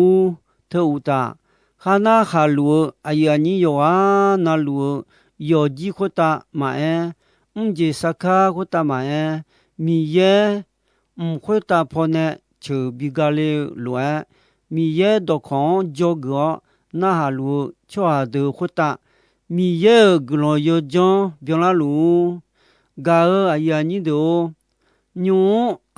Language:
Akha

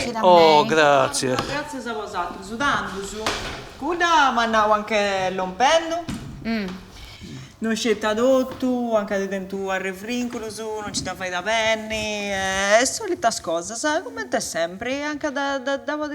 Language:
Sardinian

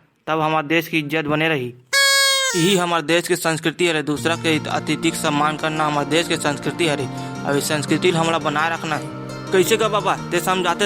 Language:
Chhattisgarhi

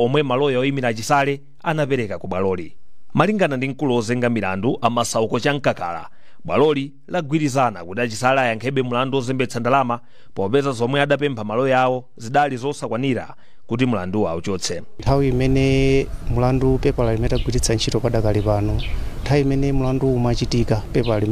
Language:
Nyanja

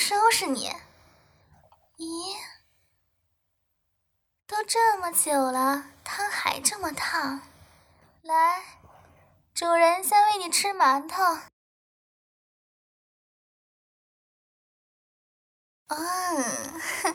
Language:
Chinese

